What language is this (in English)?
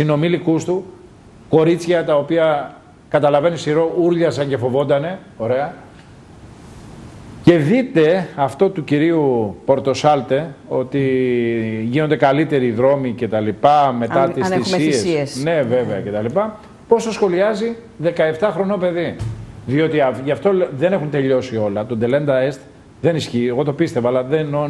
Greek